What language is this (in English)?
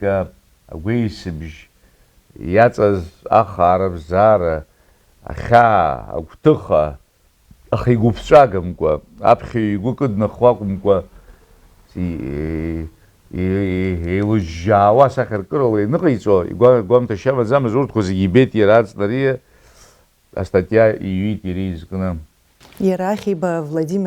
Abkhazian